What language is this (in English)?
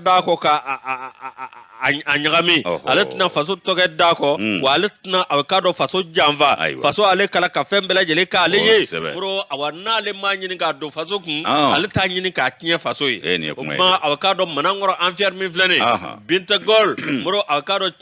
Bambara